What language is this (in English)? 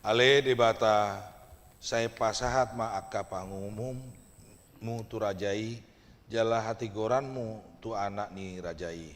Batak Toba